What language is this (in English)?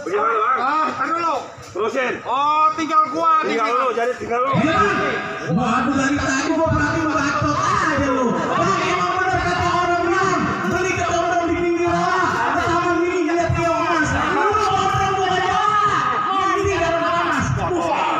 Betawi